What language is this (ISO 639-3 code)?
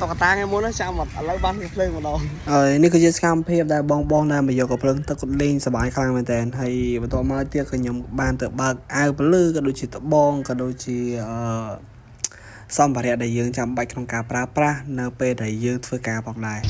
khm